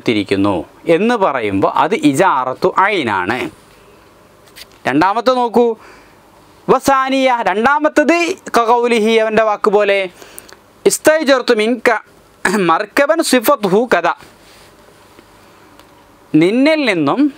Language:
Malayalam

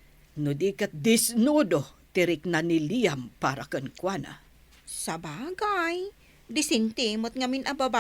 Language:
Iloko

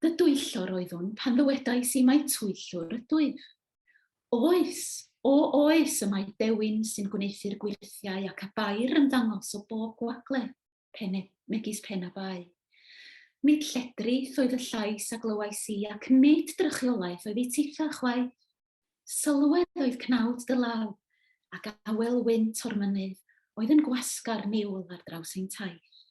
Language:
Welsh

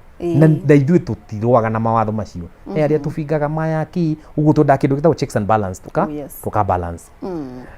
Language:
Kikuyu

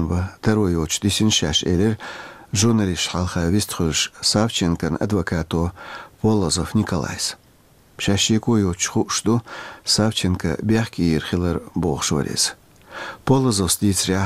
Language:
Chechen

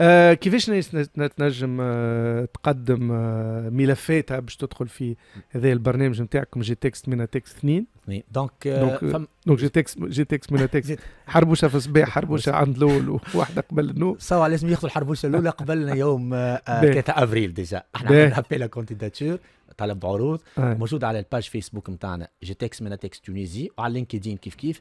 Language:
Tunisian Arabic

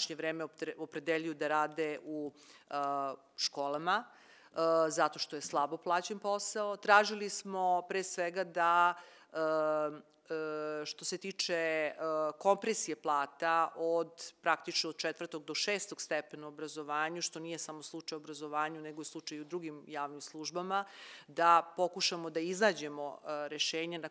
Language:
Serbian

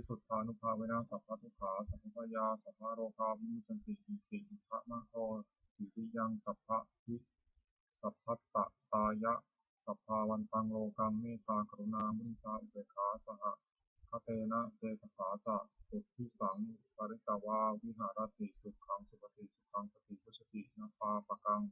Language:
Pali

